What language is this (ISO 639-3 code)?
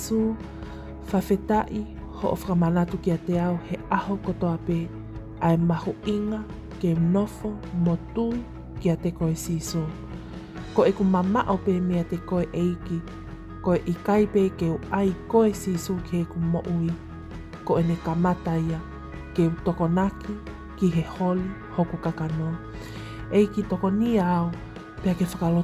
ton